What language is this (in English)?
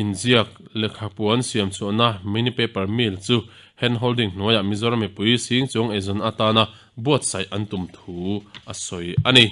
Mizo